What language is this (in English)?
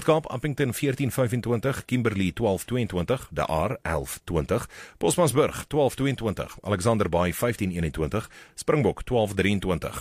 Afrikaans